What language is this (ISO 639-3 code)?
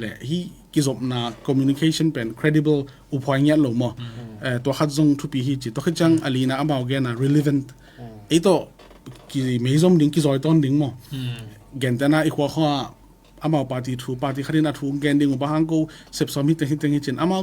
ctd